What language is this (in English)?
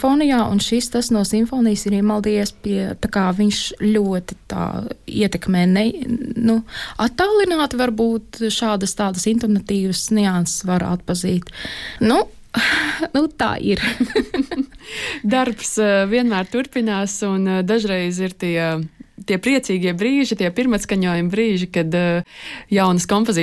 Latvian